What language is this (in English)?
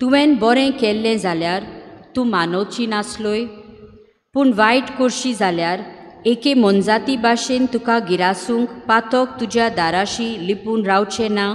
Konkani